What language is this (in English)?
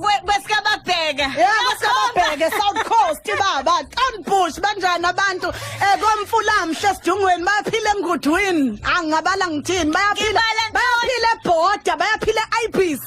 Zulu